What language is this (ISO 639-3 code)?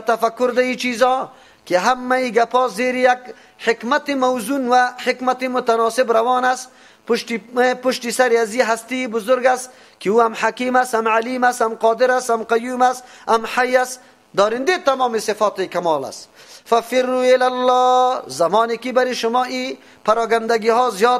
fas